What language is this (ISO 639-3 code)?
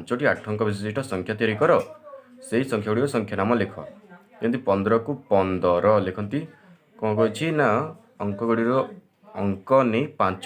ori